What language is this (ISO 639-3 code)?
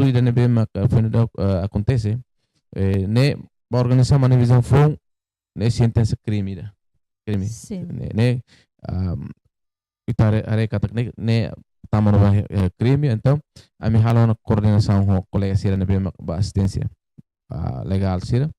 tet